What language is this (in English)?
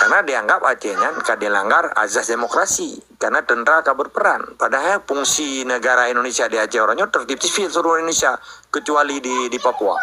Achinese